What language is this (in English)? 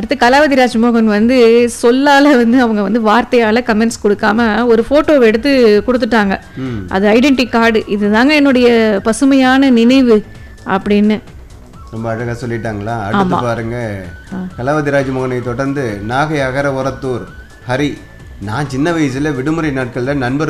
Tamil